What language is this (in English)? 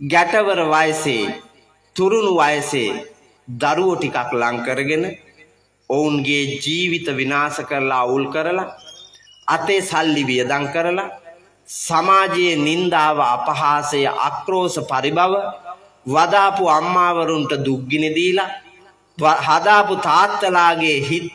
Sinhala